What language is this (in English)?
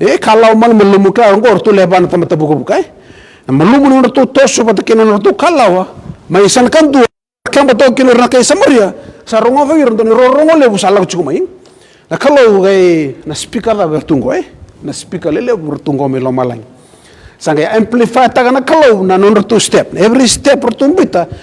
Fijian